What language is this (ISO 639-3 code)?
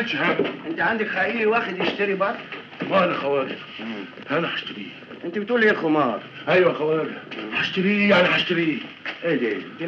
arz